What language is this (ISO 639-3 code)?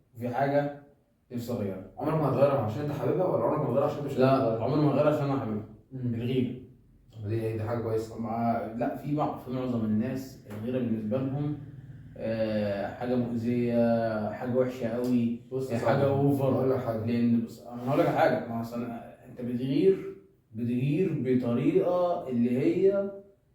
arz